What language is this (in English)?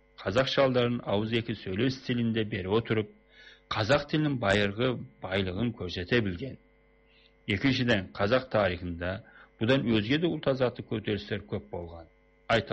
Kazakh